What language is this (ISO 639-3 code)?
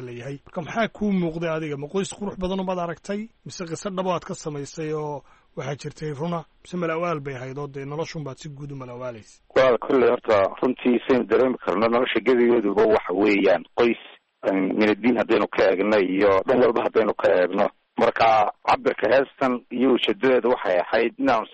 som